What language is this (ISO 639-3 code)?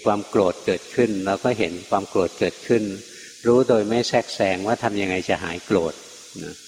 tha